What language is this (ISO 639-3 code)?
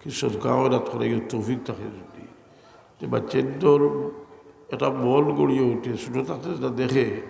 syl